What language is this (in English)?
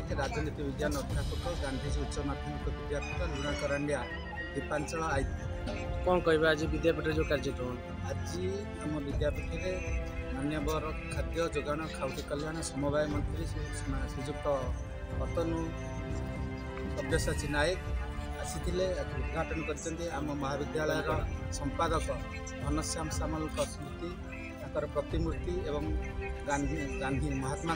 Odia